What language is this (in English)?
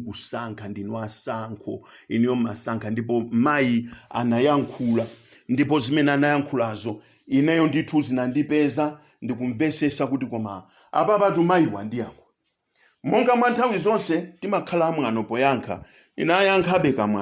Nyanja